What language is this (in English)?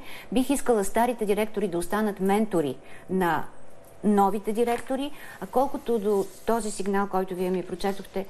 Bulgarian